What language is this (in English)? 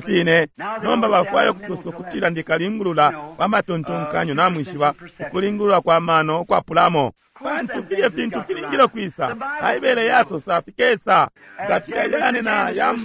Bemba